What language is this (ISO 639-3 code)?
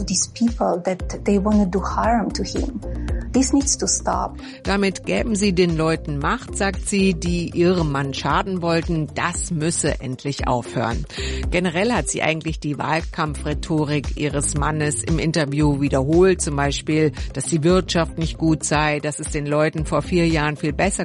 deu